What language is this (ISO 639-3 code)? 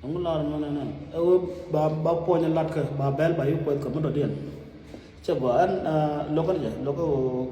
nus